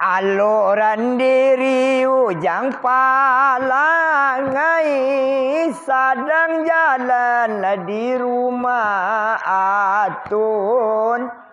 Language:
Minangkabau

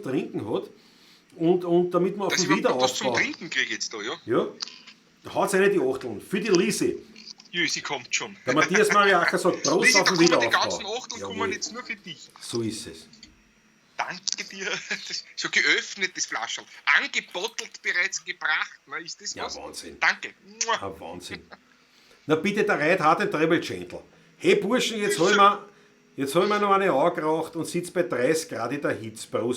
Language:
Bavarian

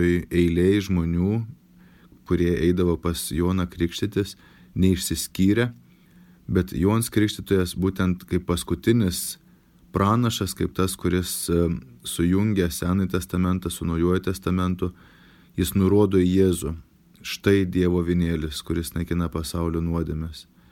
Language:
Lithuanian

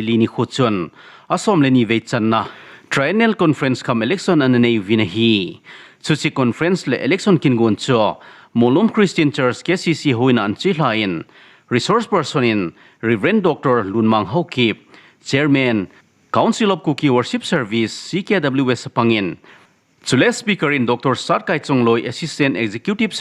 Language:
Thado Chin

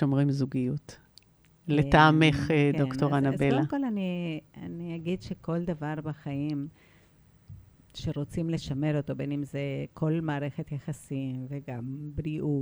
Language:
Hebrew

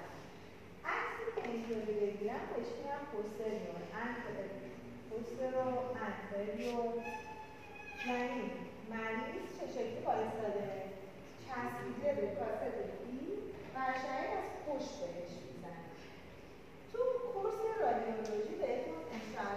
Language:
Persian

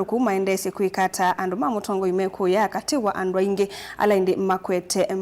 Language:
Kamba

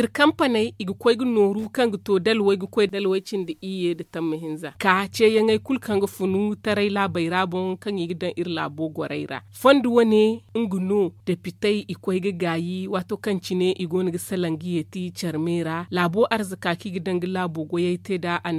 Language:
Zarma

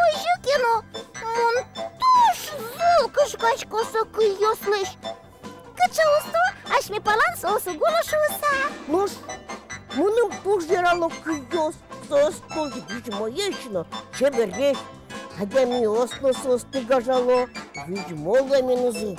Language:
Udmurt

